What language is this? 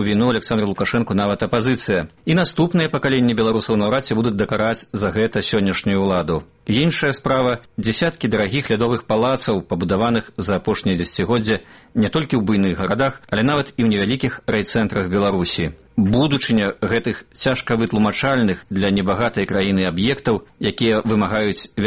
Belarusian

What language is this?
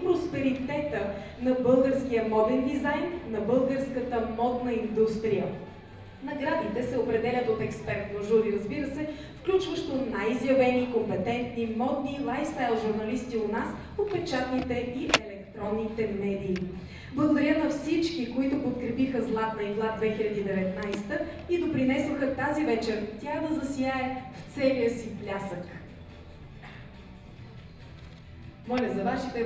Bulgarian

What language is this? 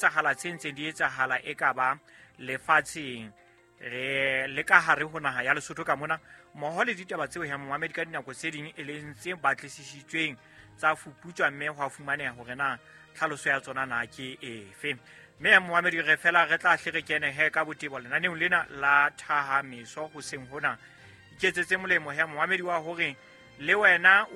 Southern Sotho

